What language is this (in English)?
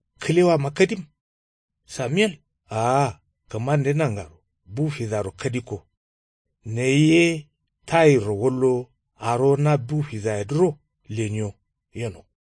Kanuri